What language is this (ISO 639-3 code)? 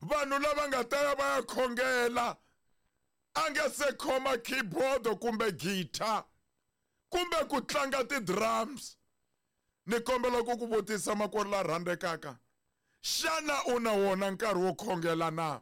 tso